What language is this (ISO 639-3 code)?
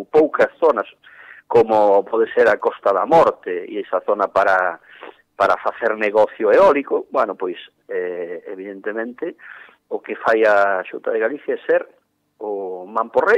glg